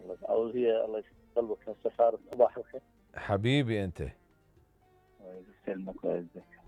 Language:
Mesopotamian Arabic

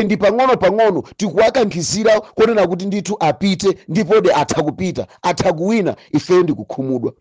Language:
Nyanja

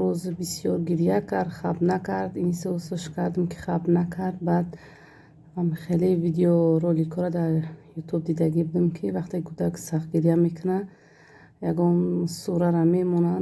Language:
Tajik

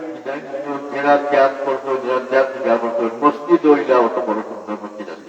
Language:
Sylheti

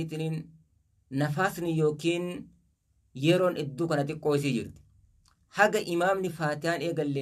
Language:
Oromo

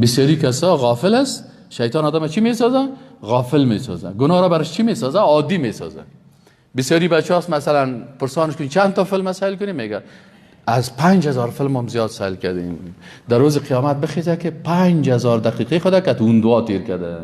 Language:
Persian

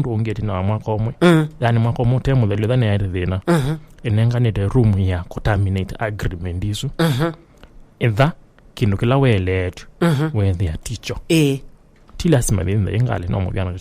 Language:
Kamba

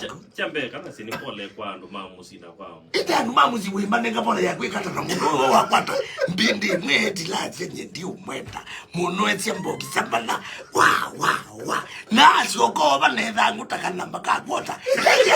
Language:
Kamba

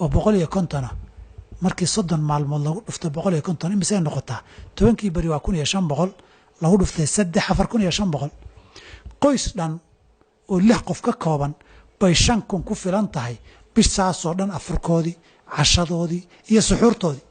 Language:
Somali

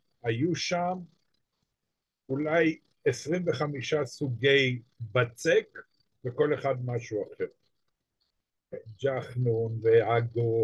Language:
Hebrew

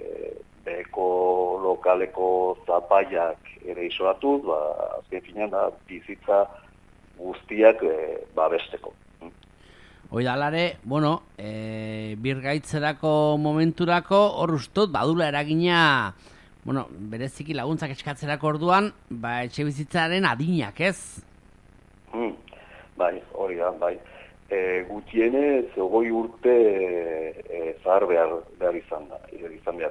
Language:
Basque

